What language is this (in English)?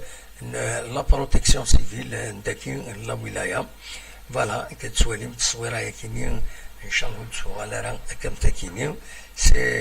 Kabyle